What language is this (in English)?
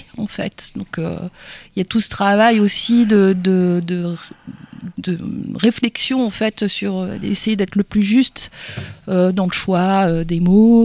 French